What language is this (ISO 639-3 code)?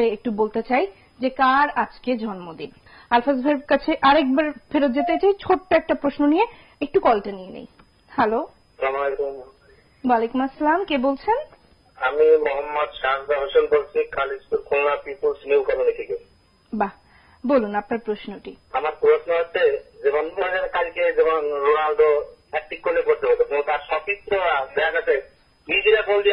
ben